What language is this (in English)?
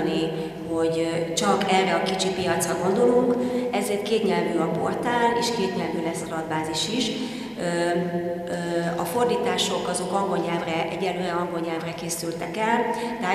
Hungarian